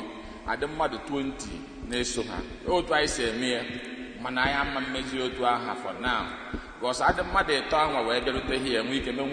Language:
Igbo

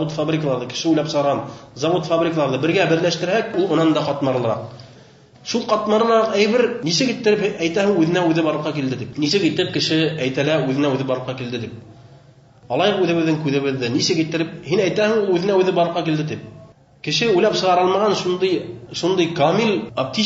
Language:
Bashkir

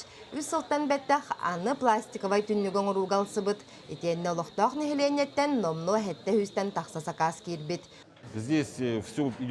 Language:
Yakut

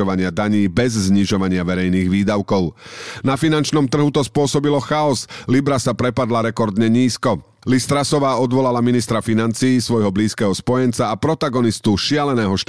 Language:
Slovak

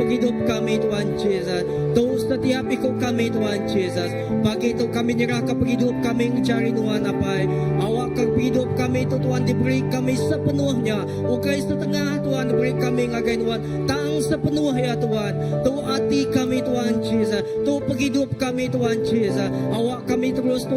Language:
Iban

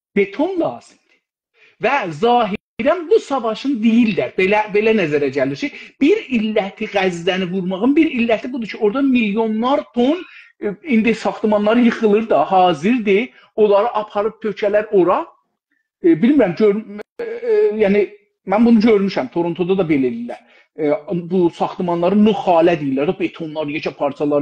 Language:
South Azerbaijani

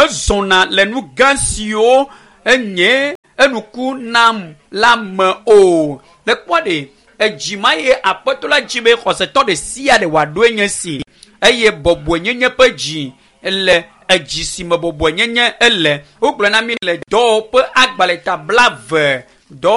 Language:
Ewe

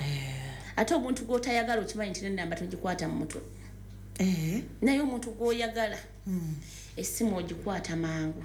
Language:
Ganda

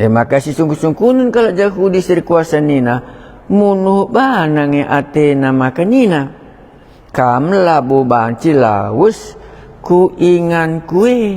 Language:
Batak Karo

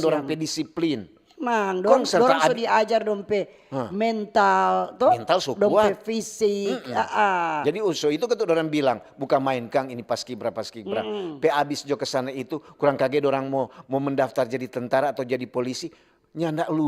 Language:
Manado Malay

